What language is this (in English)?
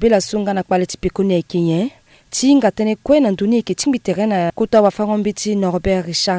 Sango